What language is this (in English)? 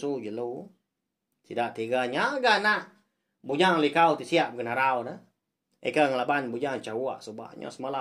Iban